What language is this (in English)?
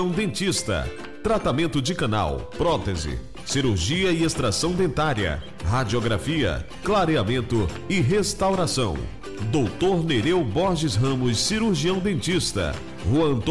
Portuguese